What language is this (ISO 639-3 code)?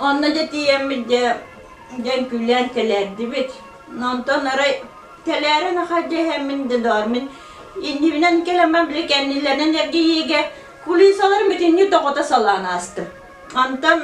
sah